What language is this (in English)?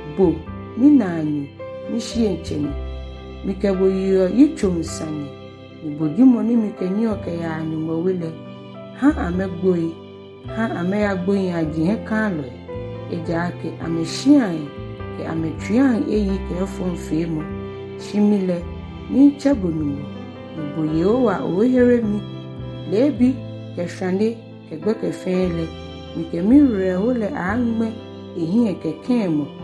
Ga